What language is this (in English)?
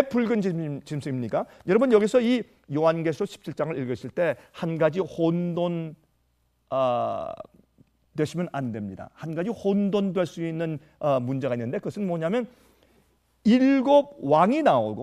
Korean